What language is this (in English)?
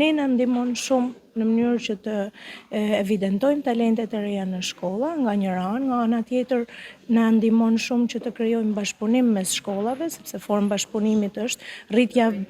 Albanian